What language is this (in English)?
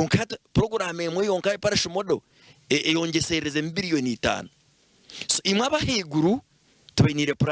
Nyankole